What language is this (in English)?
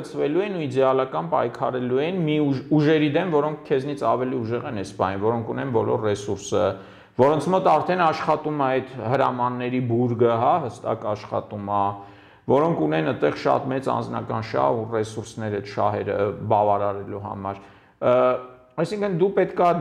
Armenian